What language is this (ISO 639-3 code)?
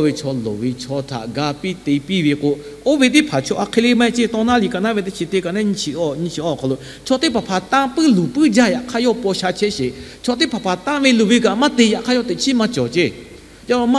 lhu